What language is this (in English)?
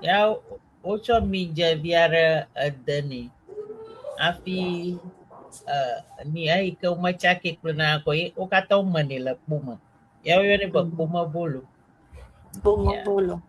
Ewe